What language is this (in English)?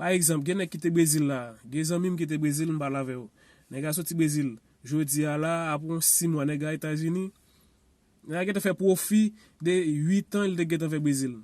Haitian Creole